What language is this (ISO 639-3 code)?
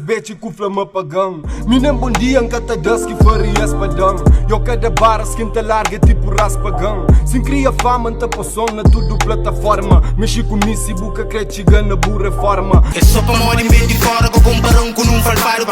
kea